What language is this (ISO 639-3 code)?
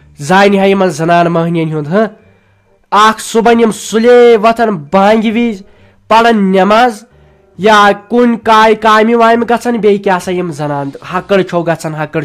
kas